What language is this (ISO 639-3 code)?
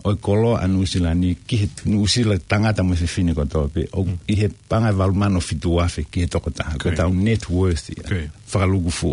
ton